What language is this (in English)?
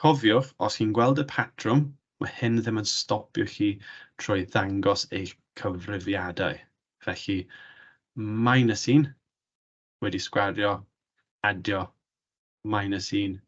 Welsh